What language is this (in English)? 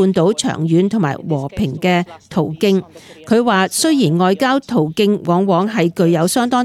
Cantonese